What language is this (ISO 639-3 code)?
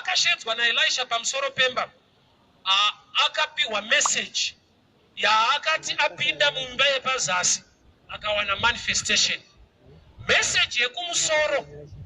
sna